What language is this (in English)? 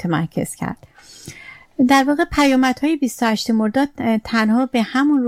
Persian